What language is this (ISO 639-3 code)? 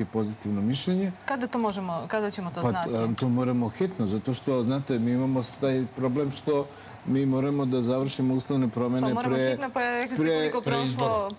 srp